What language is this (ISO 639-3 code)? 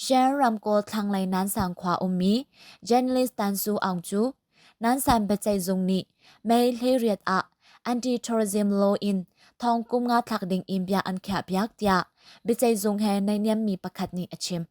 cnh